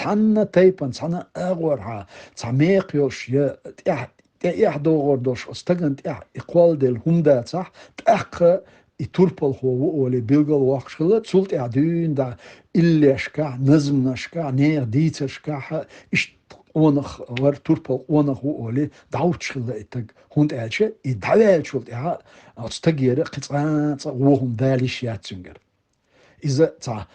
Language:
Chechen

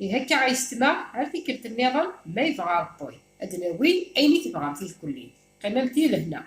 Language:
Kabyle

